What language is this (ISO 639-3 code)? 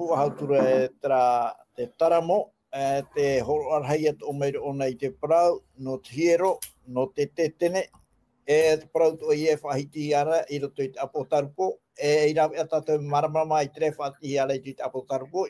tah